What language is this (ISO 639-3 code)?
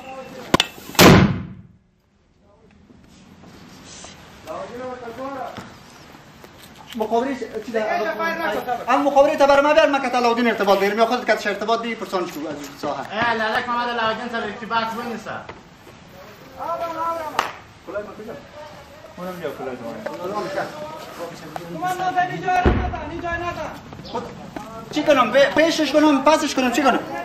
fas